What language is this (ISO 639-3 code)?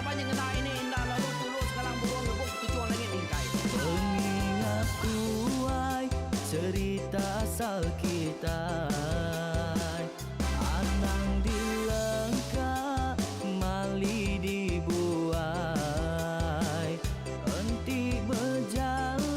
iba